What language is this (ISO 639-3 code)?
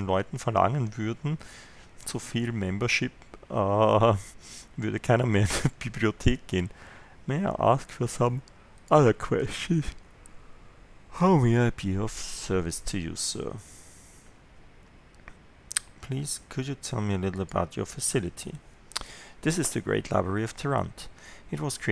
deu